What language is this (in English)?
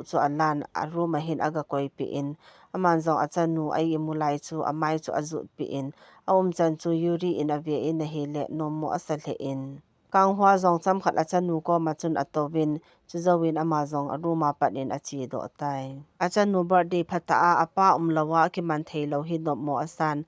Thado Chin